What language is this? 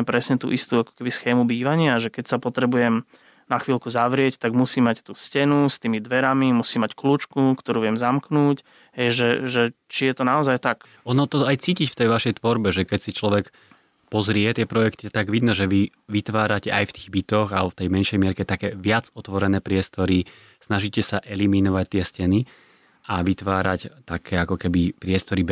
Slovak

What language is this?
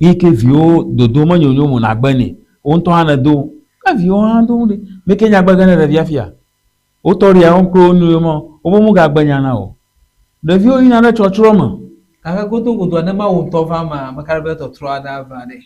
Ewe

